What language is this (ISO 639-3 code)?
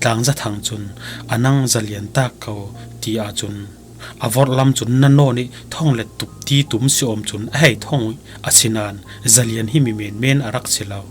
cfm